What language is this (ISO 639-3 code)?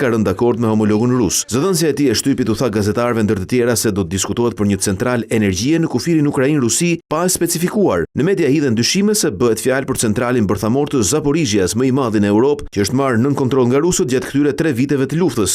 sqi